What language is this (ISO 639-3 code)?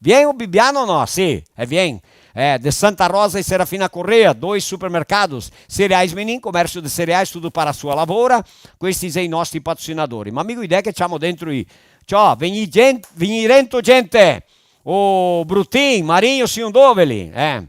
vec